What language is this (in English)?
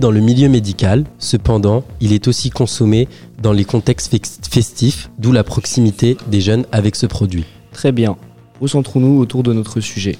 French